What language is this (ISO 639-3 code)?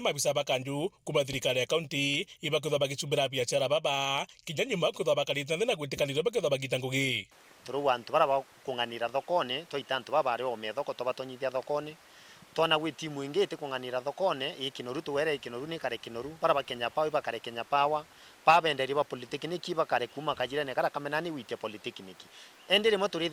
mer